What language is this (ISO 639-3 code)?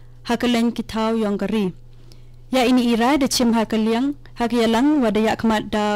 kha